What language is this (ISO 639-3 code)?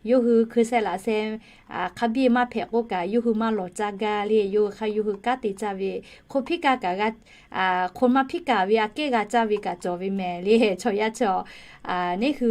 lhu